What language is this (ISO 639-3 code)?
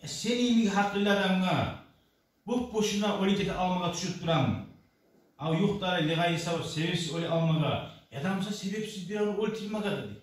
kum